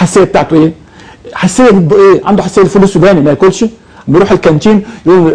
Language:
Egyptian Arabic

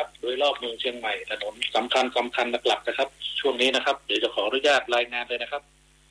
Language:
Thai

